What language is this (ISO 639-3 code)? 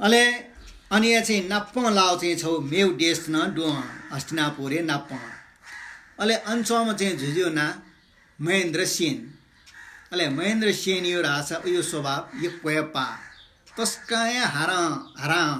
new